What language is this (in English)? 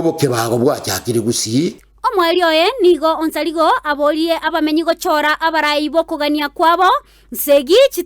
Gusii